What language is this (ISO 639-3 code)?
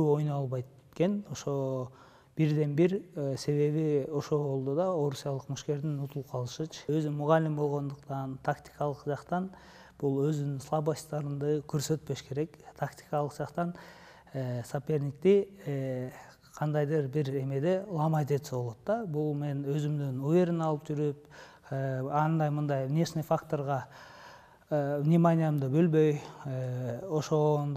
kir